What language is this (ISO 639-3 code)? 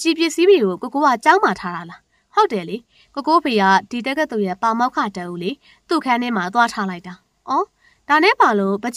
mya